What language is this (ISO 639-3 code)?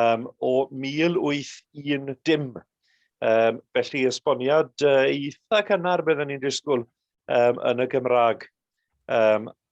cym